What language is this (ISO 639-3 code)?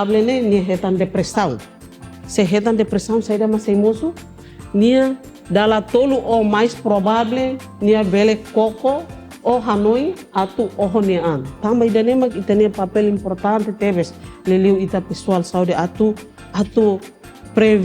tet